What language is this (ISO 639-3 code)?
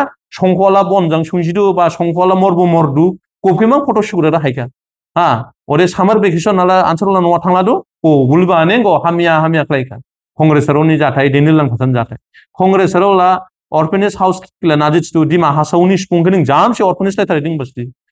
dis